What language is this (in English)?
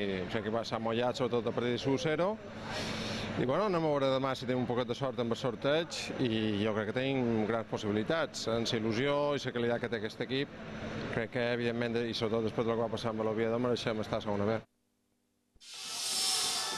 Catalan